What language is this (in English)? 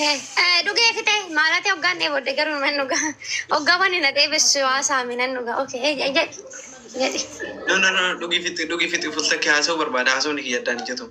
Oromo